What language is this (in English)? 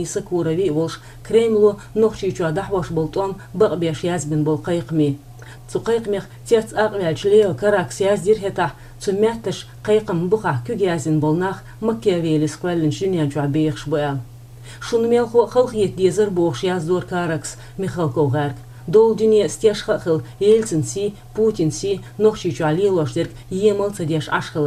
Chechen